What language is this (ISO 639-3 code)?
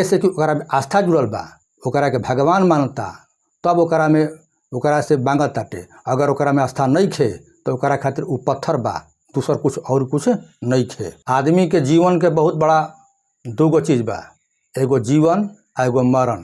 bho